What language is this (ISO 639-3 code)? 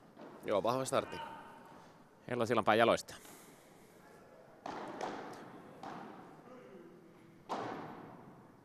fin